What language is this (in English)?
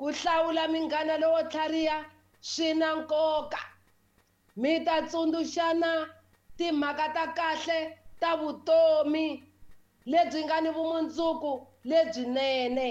Tsonga